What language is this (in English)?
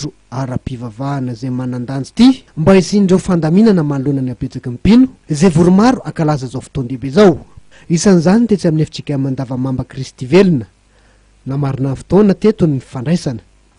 Malagasy